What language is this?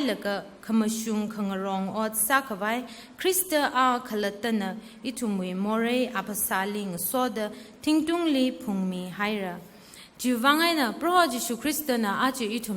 Tangkhul Naga (India)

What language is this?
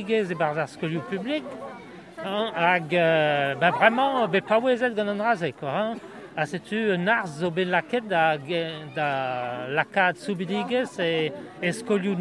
Breton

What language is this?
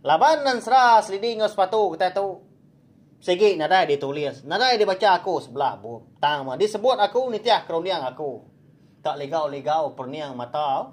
Iban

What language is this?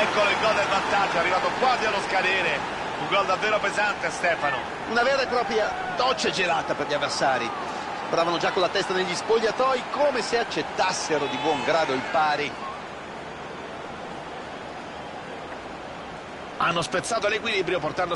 Italian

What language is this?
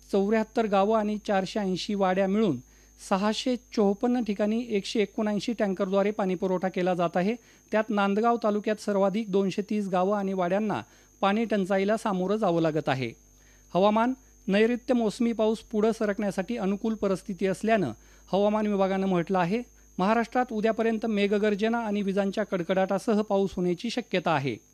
Marathi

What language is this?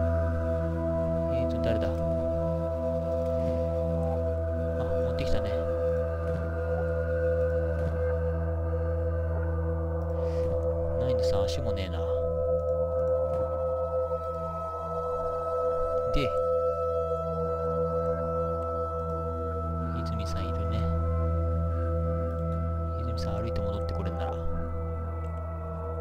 Japanese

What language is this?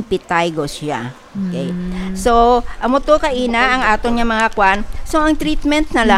Hiligaynon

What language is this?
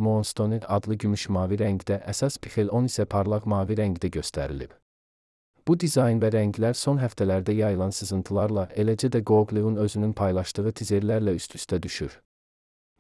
Azerbaijani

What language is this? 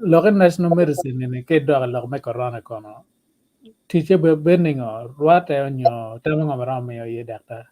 Acoli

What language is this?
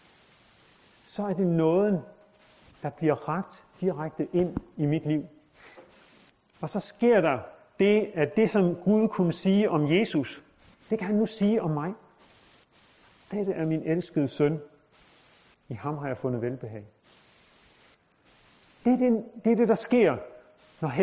Danish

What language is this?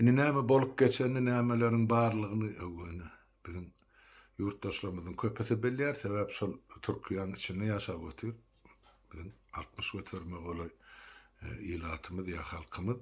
Turkmen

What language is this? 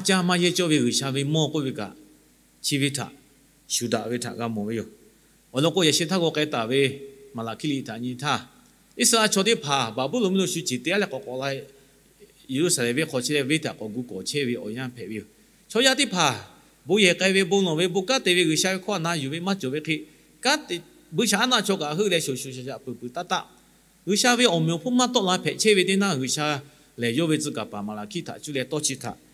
Lahu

